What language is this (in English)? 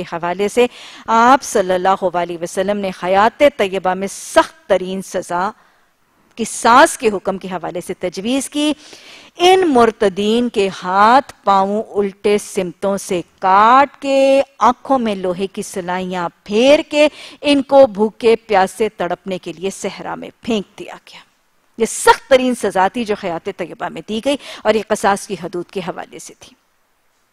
Urdu